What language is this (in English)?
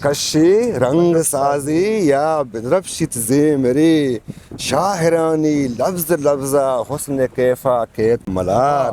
Eastern Balochi